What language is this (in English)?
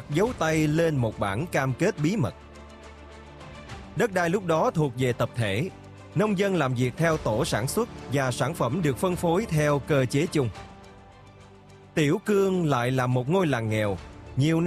Vietnamese